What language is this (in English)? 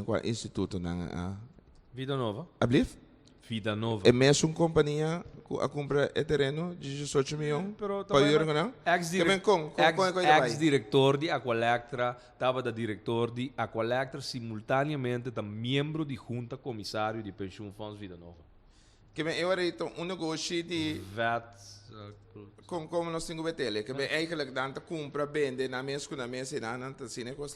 Papiamento